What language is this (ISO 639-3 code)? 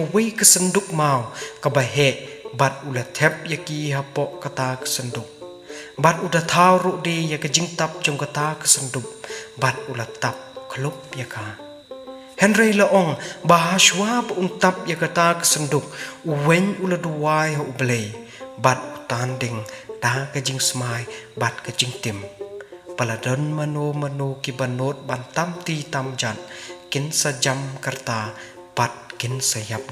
kha